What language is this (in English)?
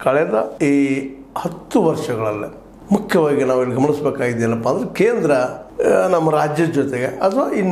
Kannada